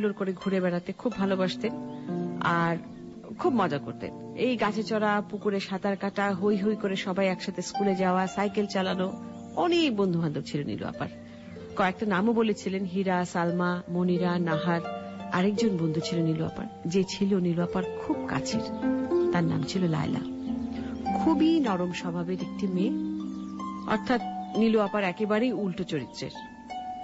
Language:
Bangla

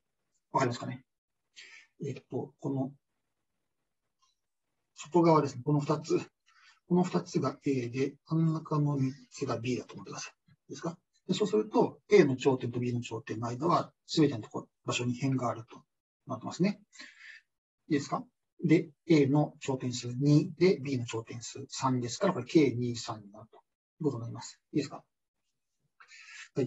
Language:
Japanese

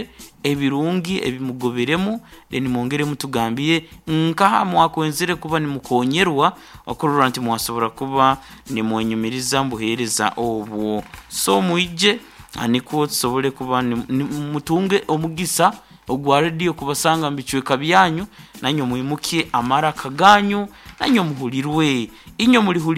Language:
Nyankole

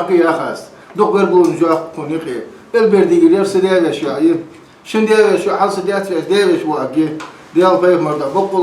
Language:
Ingush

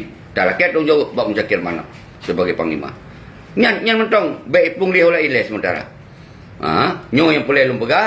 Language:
Achinese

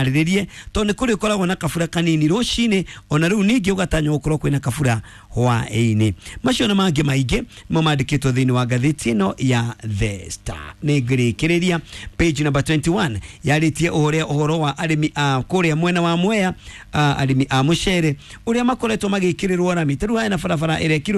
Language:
Kikuyu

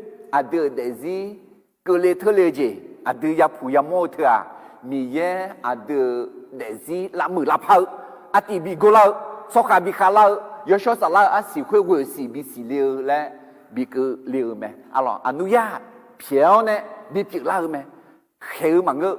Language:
Akha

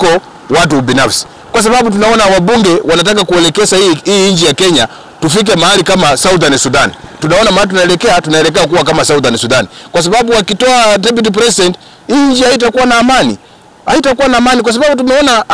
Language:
Swahili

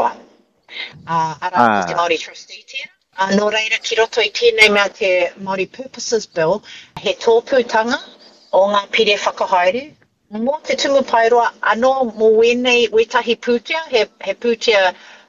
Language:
Māori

